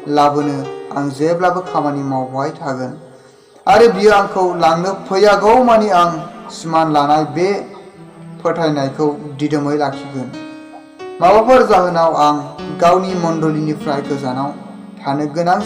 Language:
Bodo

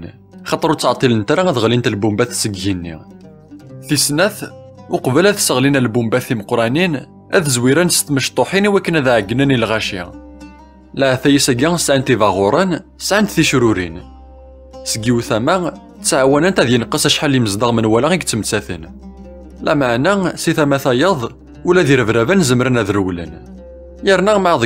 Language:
Kabyle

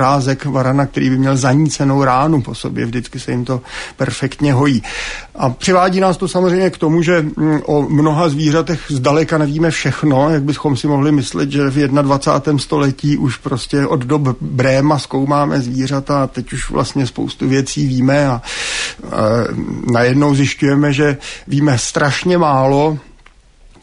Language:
Czech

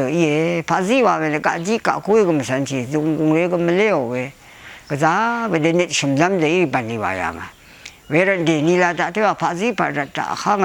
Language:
Rawang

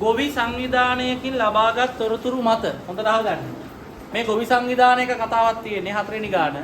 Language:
Sinhala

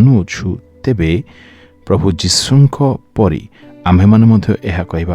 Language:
Odia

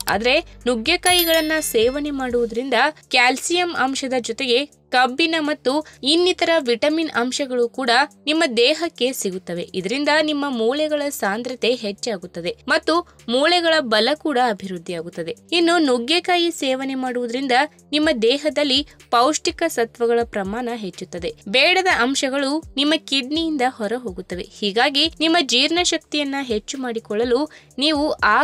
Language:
Kannada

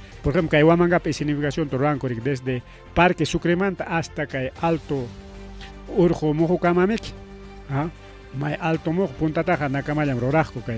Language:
Ayacucho Quechua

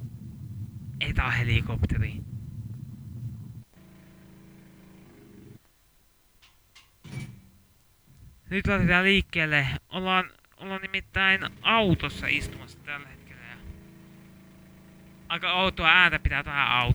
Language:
Finnish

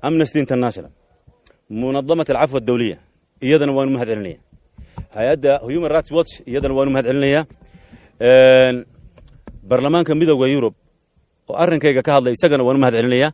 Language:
Somali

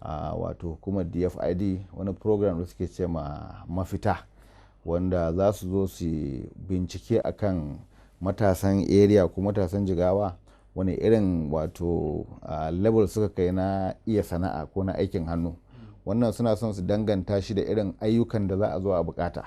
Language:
Hausa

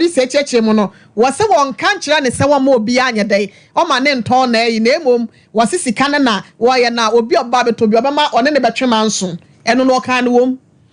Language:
Akan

